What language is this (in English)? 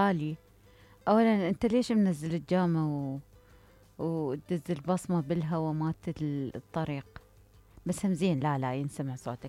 Mesopotamian Arabic